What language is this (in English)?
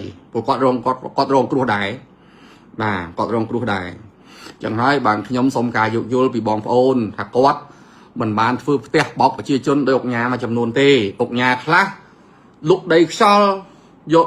Khmer